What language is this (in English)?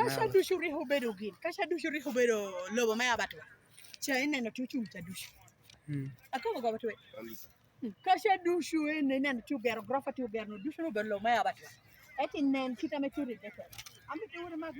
Lango (Uganda)